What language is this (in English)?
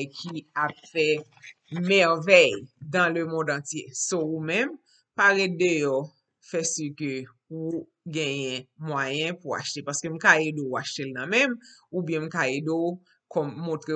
Haitian Creole